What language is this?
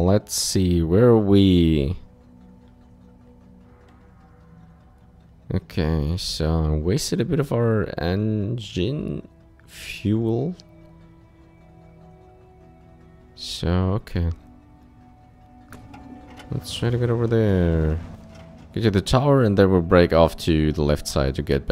English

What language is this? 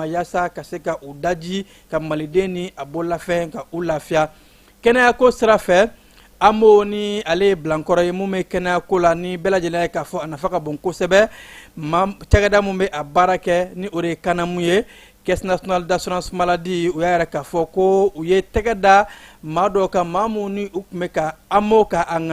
Bambara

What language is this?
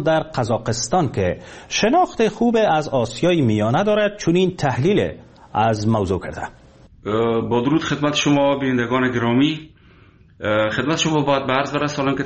Persian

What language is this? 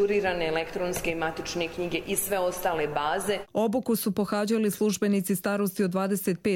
Croatian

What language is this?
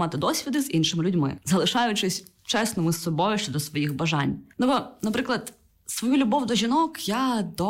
Ukrainian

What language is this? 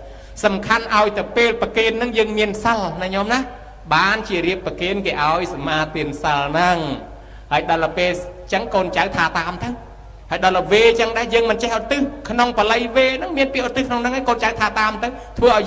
Khmer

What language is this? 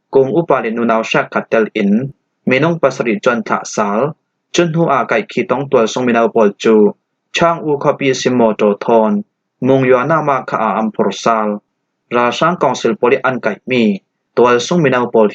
Falam Chin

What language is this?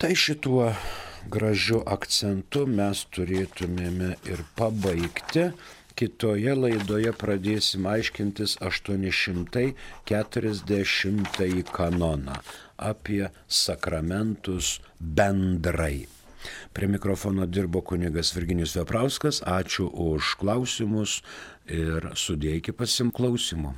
Lithuanian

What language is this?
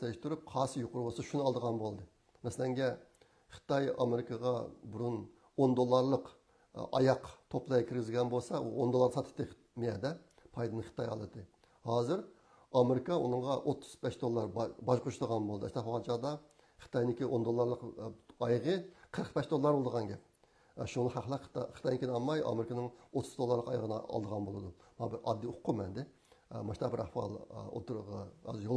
Uyghur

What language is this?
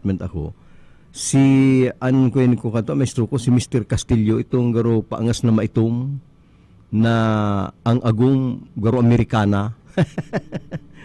Bikol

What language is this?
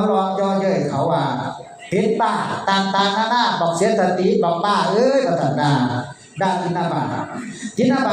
Northeastern Thai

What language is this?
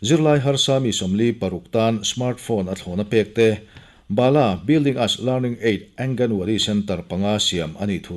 Mizo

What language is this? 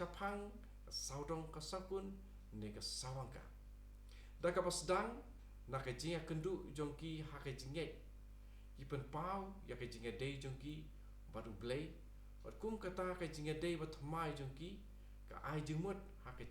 Khasi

